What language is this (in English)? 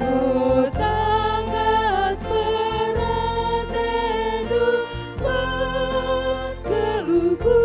Batak Karo